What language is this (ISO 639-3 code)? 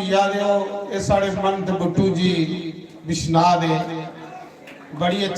doi